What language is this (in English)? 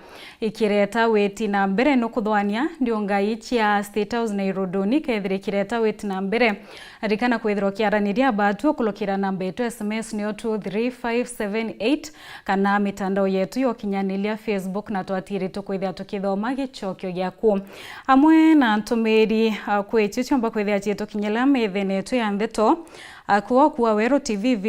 Meru